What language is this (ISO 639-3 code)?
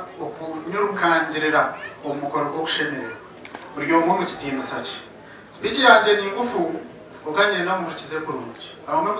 nyn